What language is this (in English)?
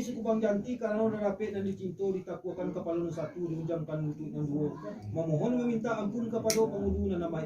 Minangkabau